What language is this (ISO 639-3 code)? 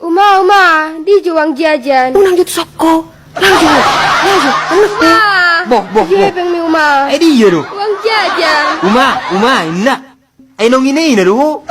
bbc